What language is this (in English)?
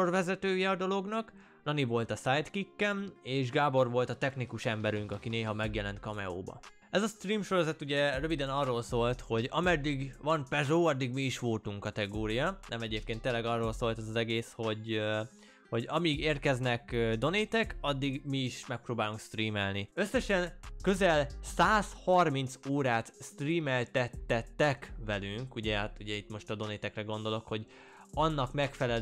Hungarian